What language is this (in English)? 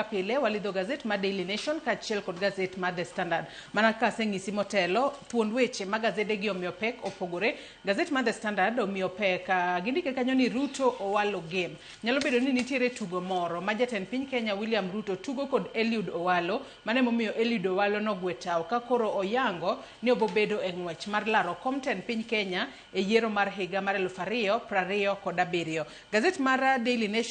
Luo (Kenya and Tanzania)